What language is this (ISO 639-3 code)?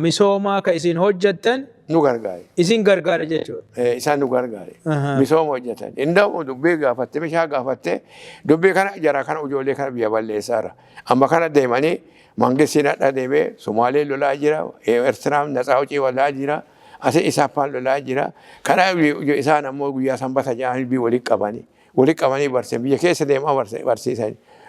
orm